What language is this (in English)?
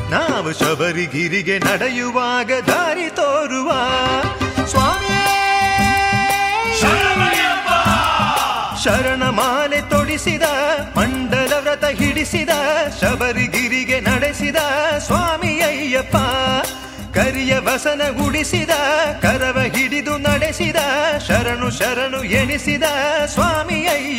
Kannada